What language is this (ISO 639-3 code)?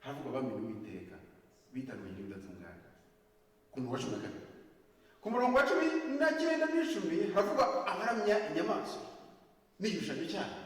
kin